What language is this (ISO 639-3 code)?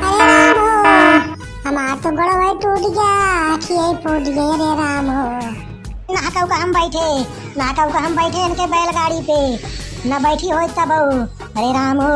awa